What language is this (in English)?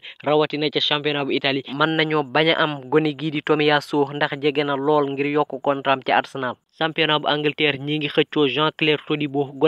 Wolof